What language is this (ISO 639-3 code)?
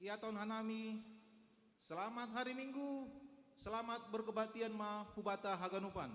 bts